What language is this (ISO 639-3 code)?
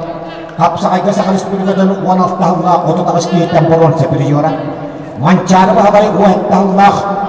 sah